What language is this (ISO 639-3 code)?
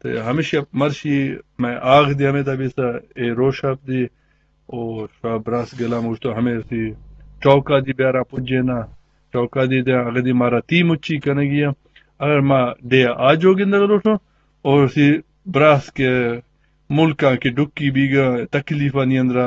bgp